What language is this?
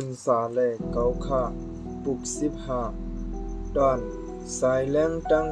Shan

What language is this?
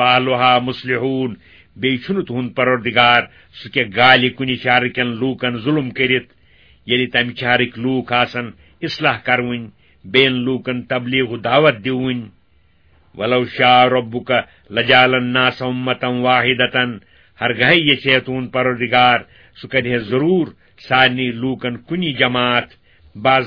Kashmiri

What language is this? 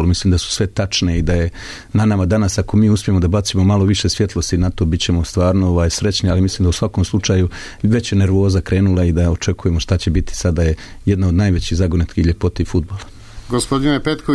Croatian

